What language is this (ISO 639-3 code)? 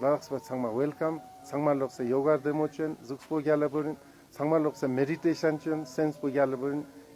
lbj